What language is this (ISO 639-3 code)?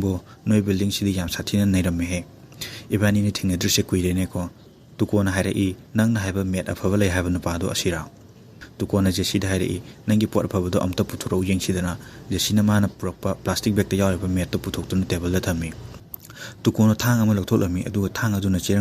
mni